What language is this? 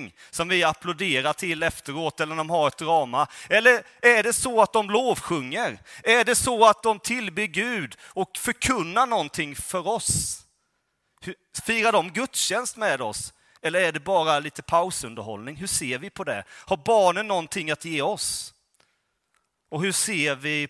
Swedish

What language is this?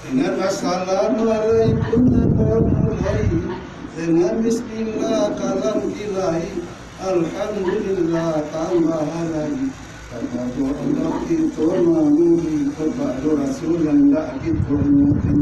Minangkabau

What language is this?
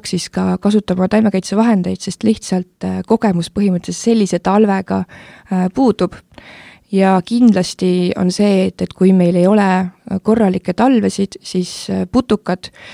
Estonian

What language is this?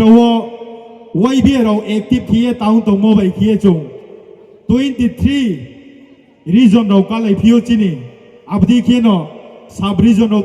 Riang (India)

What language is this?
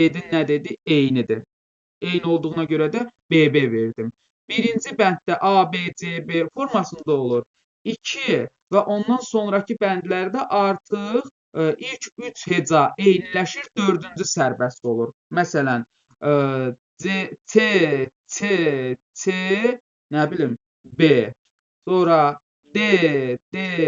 Azerbaijani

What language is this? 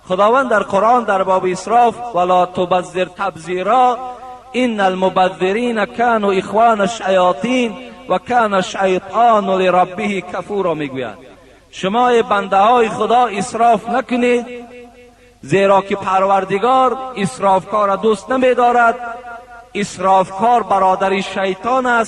Tajik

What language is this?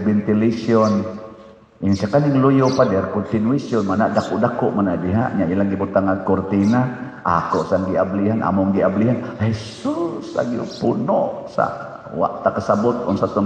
Cebuano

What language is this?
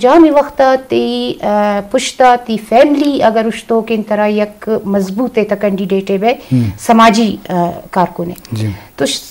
Eastern Balochi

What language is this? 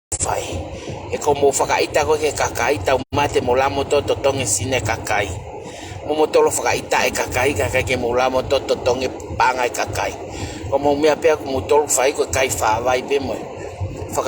Tongan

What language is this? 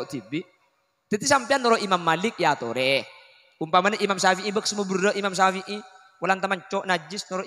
Madurese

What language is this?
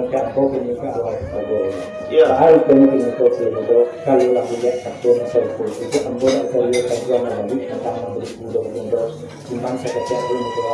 Minangkabau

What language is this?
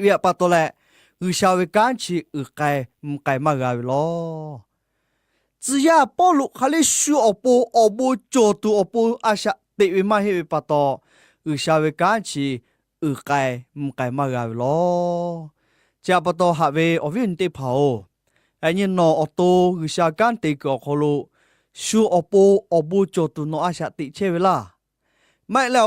Lahu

